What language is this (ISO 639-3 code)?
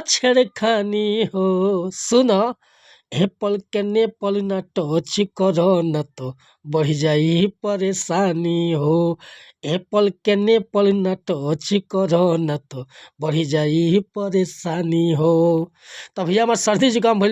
bho